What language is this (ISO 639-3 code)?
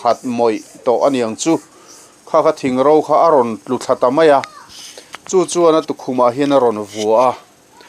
lus